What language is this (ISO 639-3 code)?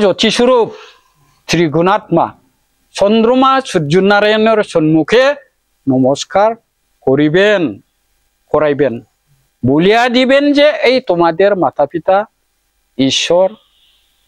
brx